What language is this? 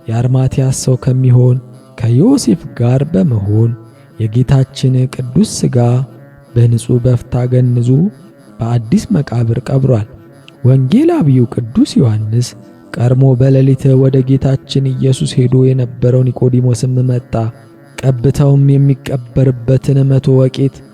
Amharic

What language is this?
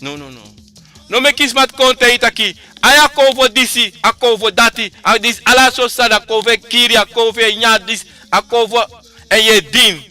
Sranan Tongo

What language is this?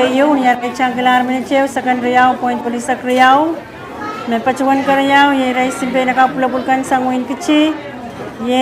Pohnpeian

